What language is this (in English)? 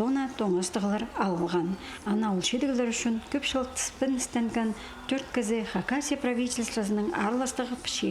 Khakas